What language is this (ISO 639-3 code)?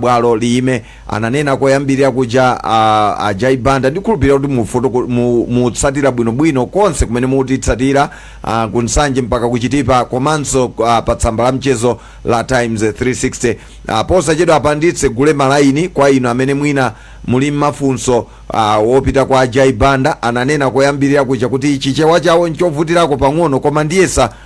nya